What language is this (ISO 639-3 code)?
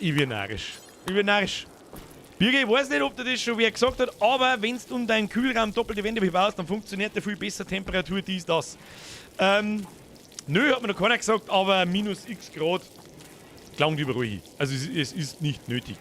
bar